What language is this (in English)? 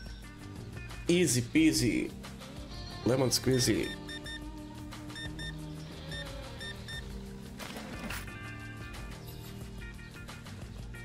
Croatian